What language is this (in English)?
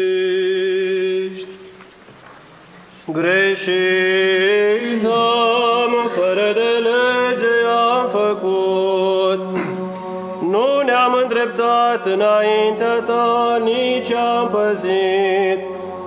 Romanian